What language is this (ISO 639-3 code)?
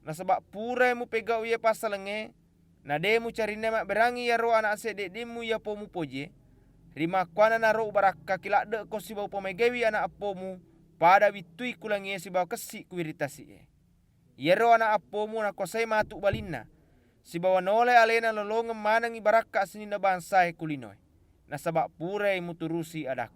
bug